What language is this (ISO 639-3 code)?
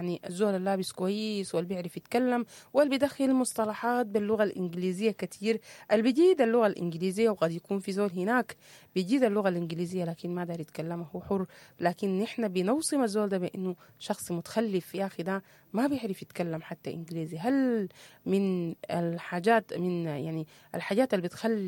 apd